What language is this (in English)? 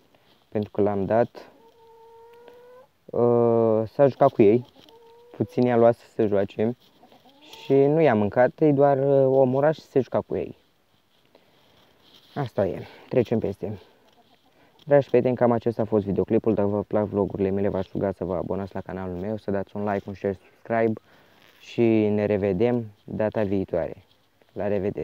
Romanian